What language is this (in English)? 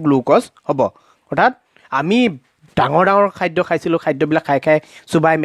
Assamese